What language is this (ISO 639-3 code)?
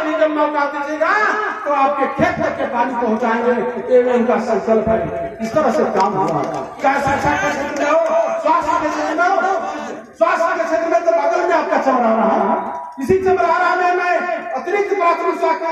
hin